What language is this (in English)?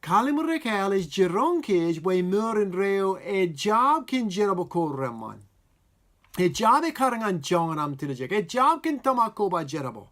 Marshallese